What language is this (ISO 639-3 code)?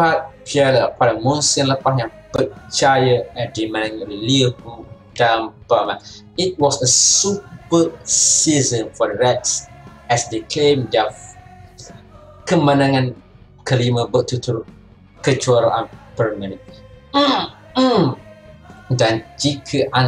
msa